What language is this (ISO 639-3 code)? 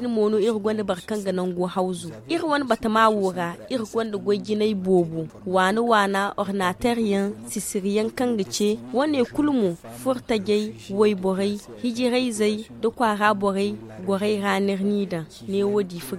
dje